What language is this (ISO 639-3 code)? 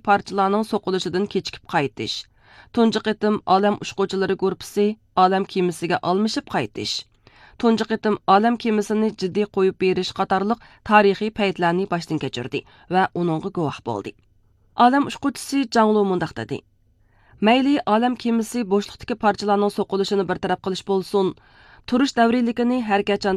uig